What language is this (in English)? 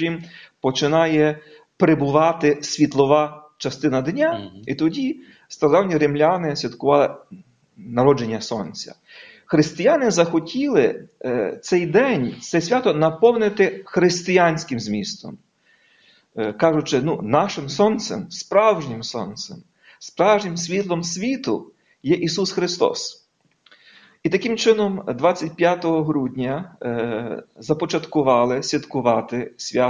Ukrainian